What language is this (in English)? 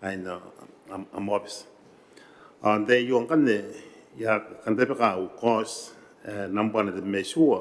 Gilbertese